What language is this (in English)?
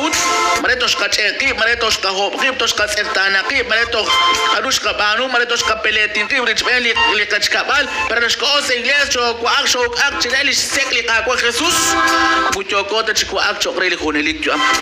Kekchí